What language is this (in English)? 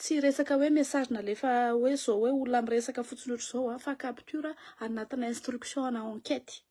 Malagasy